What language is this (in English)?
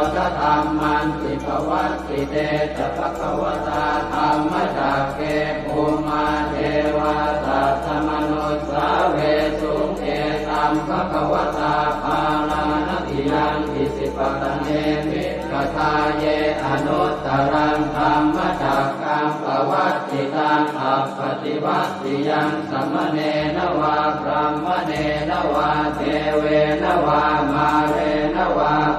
Pali